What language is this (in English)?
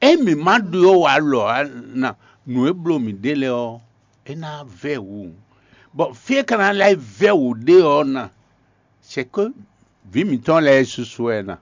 Fon